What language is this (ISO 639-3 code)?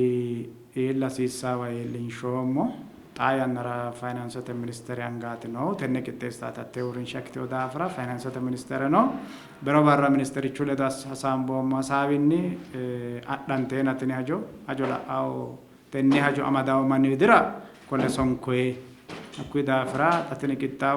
sid